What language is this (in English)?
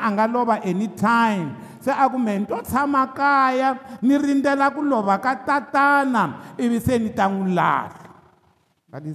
Tsonga